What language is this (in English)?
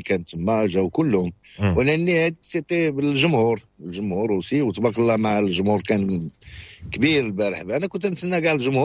Moroccan Arabic